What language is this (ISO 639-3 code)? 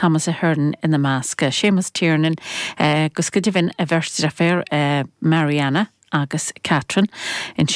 gle